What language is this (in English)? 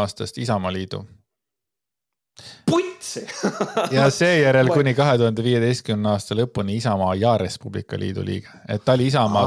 Estonian